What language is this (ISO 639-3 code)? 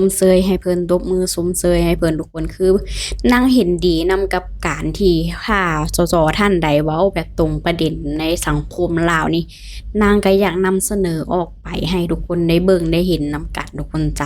lao